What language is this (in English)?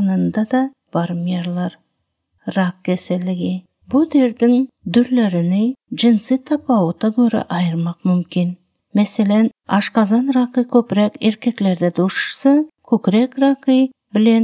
Turkmen